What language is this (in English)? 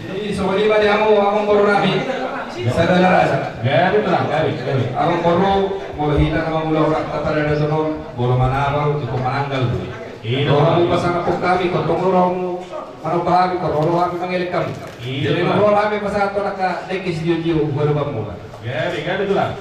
Batak Toba